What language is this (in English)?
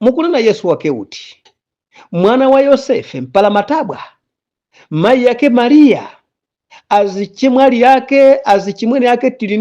Nyanja